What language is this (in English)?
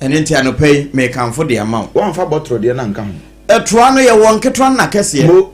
Akan